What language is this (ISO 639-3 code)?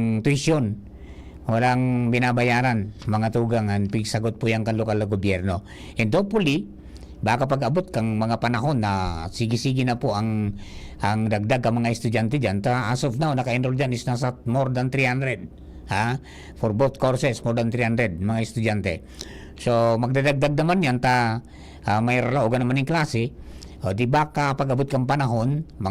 bik